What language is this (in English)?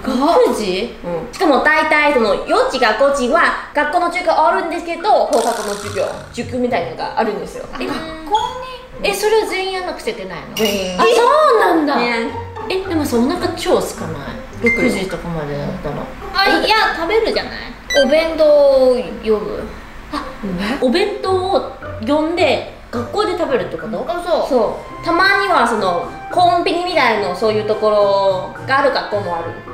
Japanese